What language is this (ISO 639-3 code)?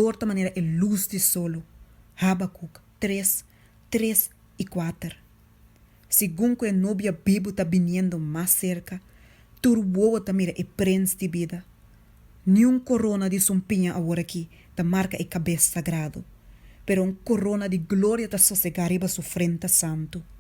pap